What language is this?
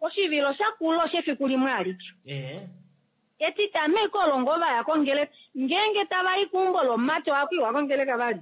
Kuanyama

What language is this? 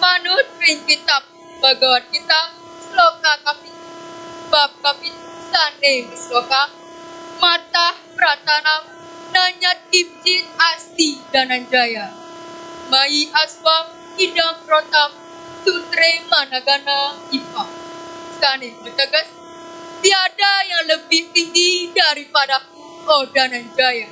Balinese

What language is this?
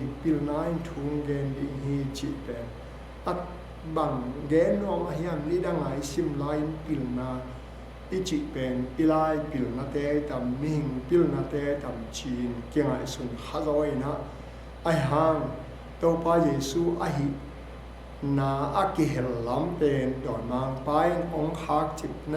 Tedim Chin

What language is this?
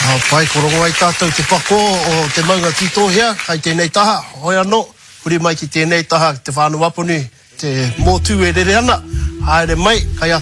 Māori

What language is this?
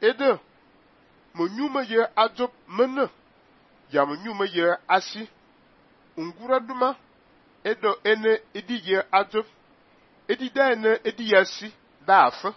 Fang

